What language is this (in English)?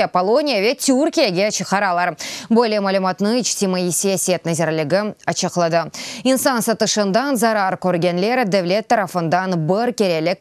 Crimean Tatar